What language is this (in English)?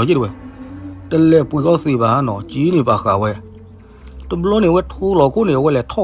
S'gaw Karen